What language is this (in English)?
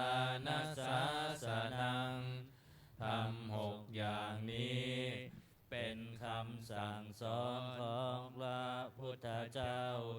Pali